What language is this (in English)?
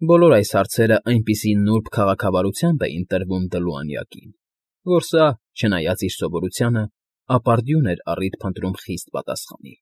Armenian